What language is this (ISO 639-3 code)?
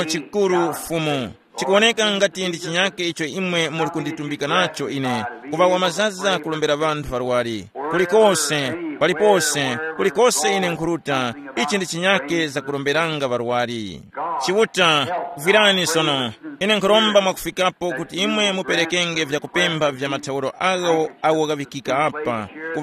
tum